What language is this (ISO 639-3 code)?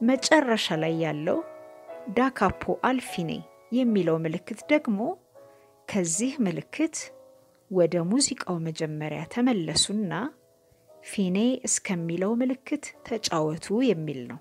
amh